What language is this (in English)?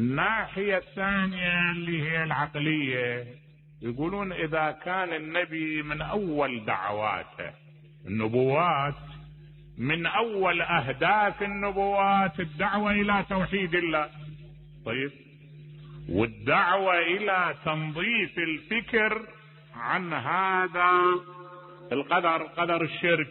Mesopotamian Arabic